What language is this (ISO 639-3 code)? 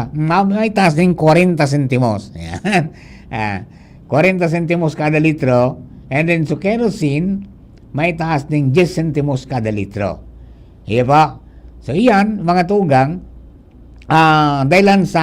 bik